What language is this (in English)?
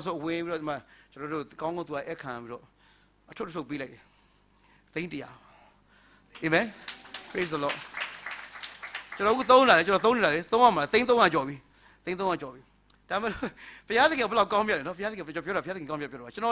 Burmese